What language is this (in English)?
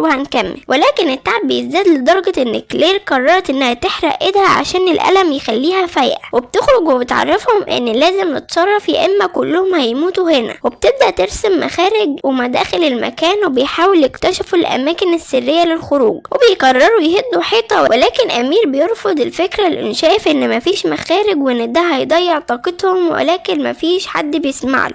Egyptian Arabic